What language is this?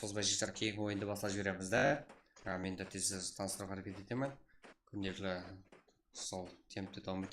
Kara-Kalpak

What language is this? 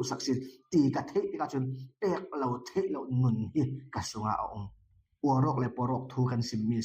Falam Chin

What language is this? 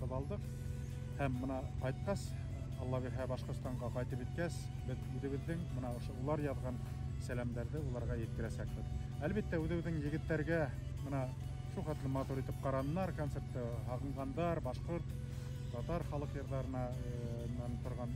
Bashkir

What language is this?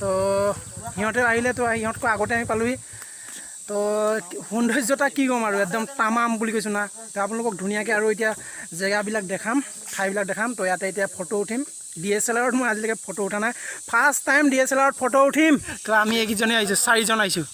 Assamese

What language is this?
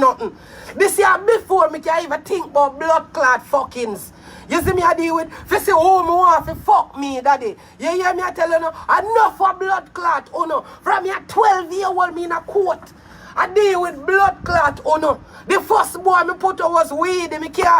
Jamaican Creole English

